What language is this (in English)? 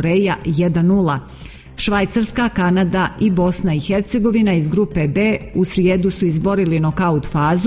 Serbian